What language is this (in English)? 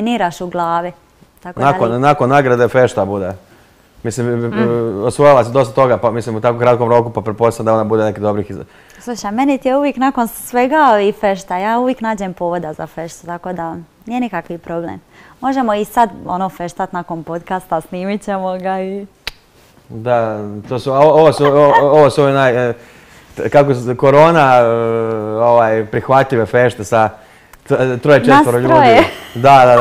Croatian